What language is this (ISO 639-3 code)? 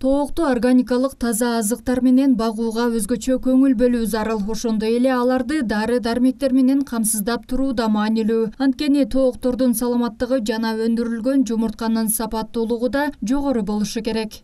kir